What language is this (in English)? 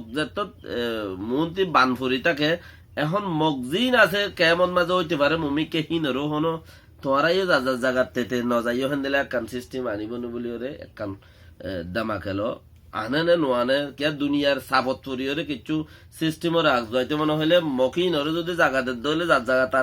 Rohingya